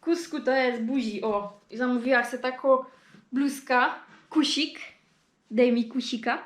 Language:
Silesian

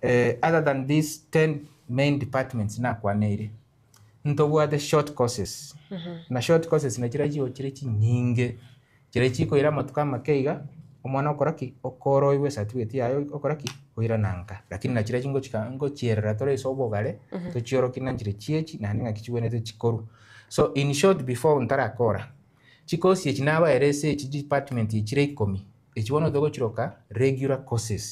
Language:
Gusii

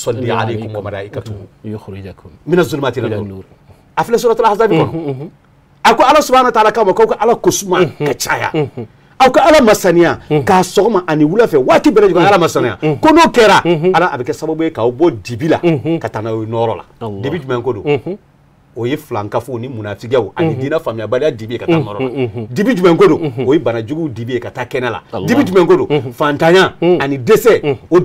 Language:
Bambara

